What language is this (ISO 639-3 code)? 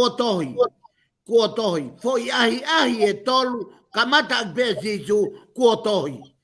ton